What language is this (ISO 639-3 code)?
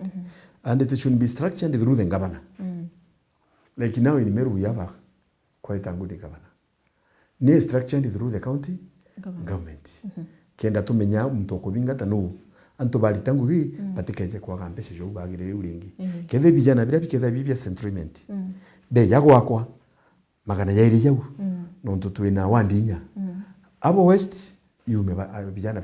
mer